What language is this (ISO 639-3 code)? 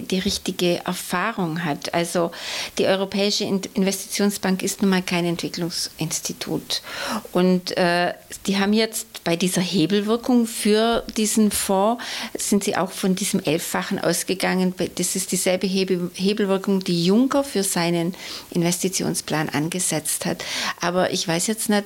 ltz